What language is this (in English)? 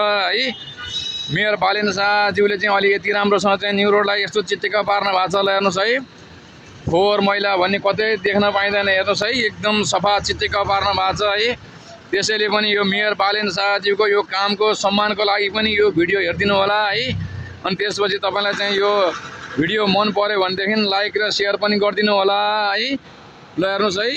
Nepali